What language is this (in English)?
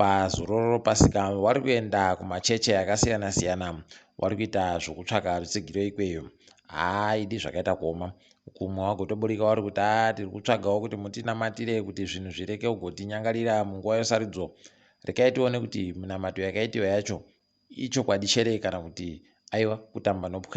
Ndau